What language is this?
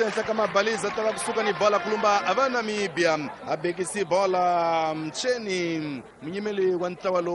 Tsonga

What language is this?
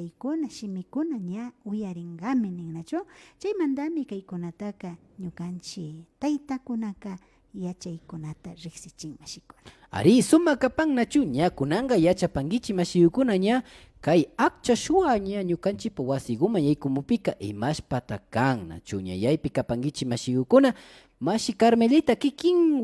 Imbabura Highland Quichua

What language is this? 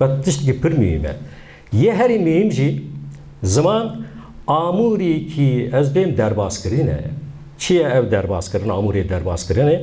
Kurdish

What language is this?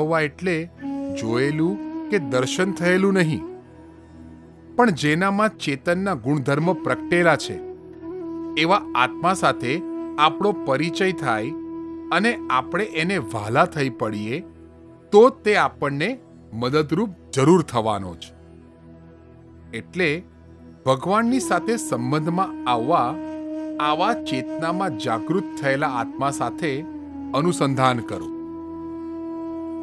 Gujarati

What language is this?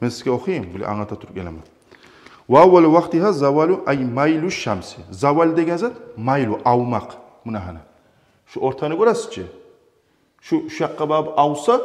Kumyk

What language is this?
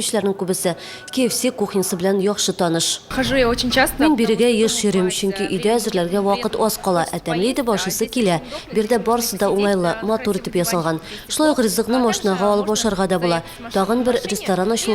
Tatar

